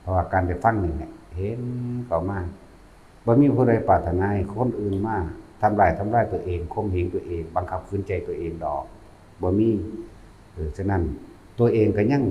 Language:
Northeastern Thai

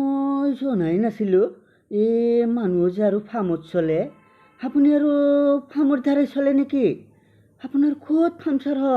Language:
Assamese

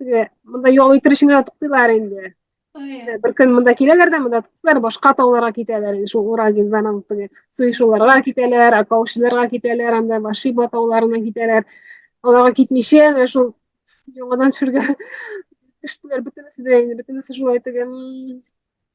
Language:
Tatar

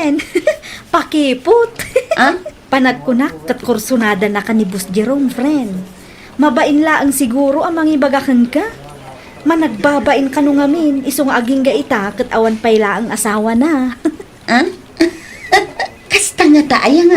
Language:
Iloko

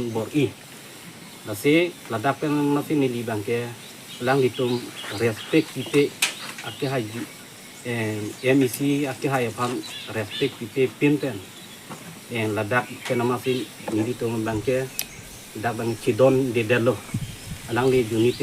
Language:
Karbi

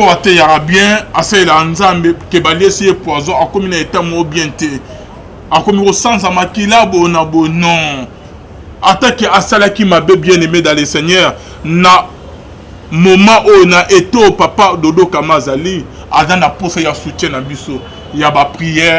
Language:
Lingala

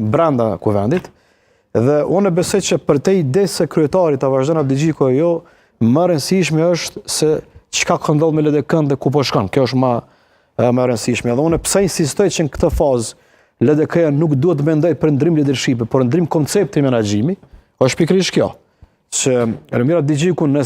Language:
Albanian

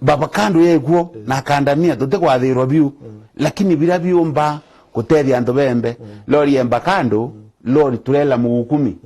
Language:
Meru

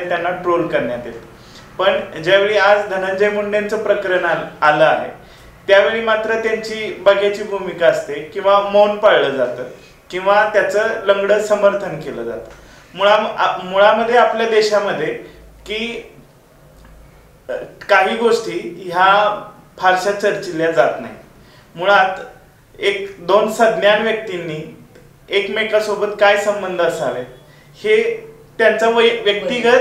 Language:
Marathi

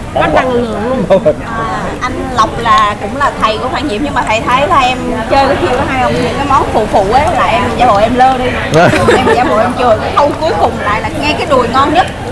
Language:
Vietnamese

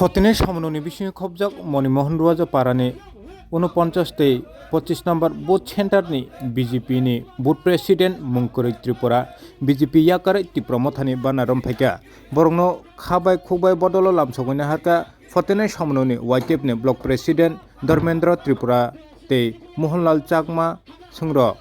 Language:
Kok Borok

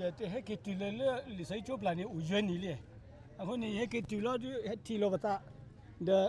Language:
S'gaw Karen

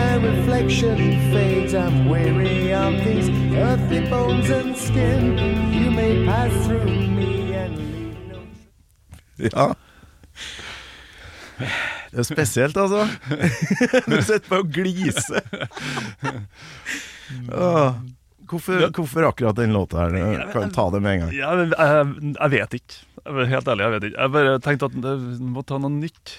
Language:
Norwegian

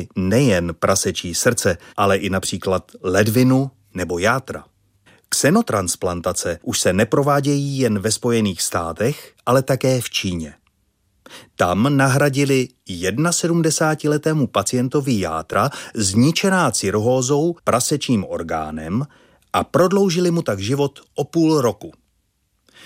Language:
Czech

